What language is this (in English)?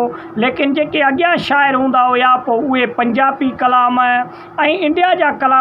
Sindhi